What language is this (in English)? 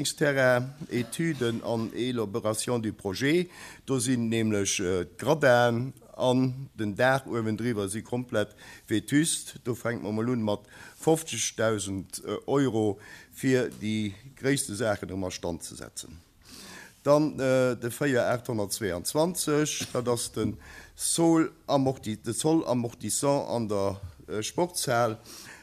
Luxembourgish